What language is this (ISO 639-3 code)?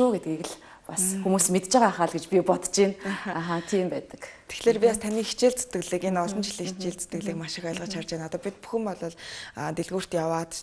mon